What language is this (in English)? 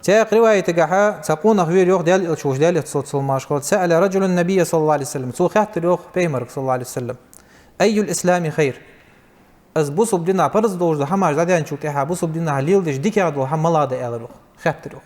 Ingush